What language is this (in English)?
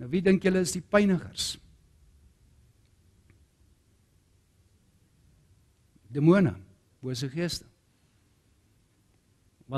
Afrikaans